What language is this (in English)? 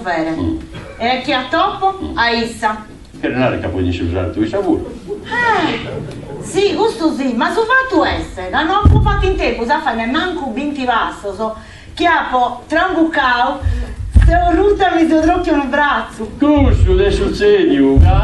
Sardinian